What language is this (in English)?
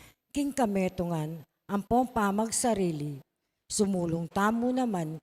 Pampanga